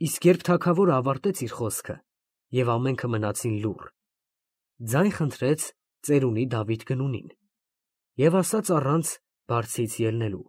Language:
Armenian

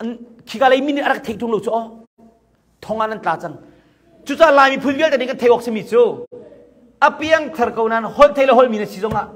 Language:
Hakha Chin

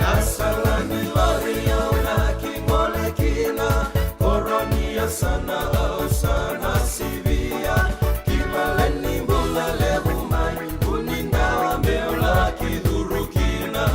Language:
Fijian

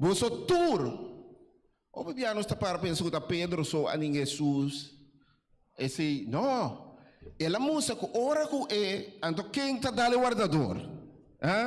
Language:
Papiamento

